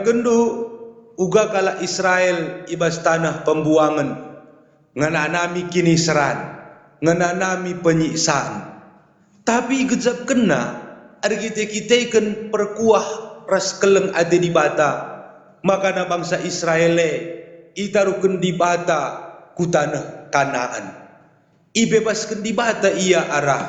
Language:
Batak Karo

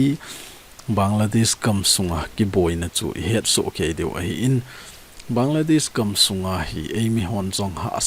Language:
Thado Chin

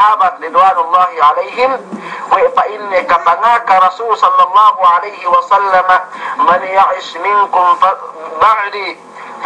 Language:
Yakan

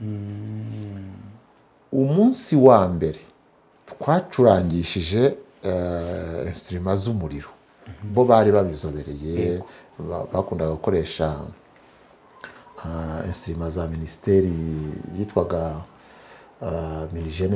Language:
Kinyarwanda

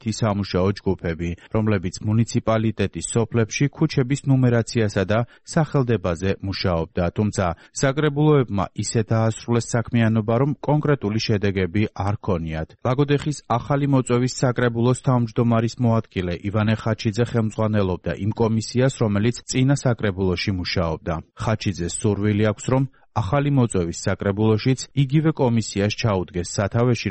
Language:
Georgian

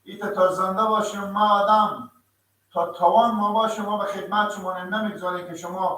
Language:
Persian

